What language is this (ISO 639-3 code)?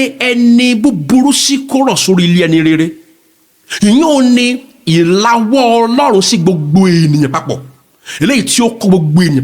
yor